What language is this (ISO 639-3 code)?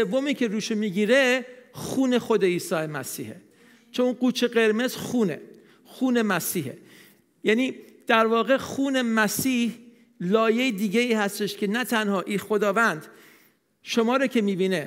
fas